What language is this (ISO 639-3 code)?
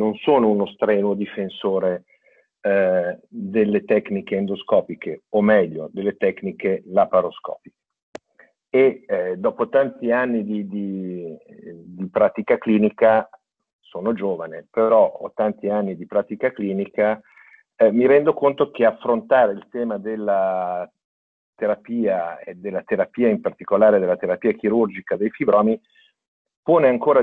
ita